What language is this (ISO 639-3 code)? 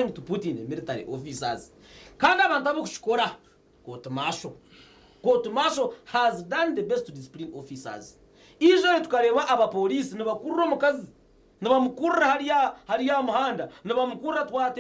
nyn